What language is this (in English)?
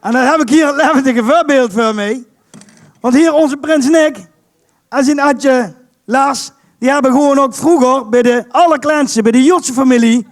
Limburgish